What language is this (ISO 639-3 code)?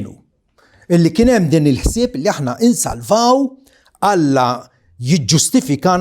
mlt